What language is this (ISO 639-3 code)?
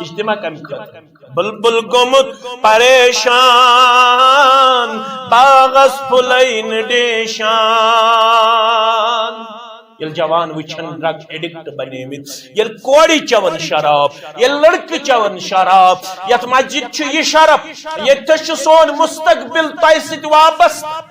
kas